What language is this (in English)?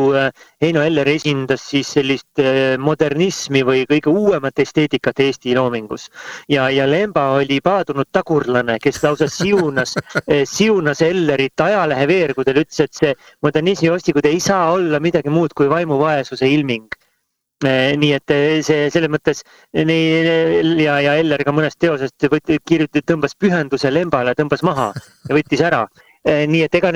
Estonian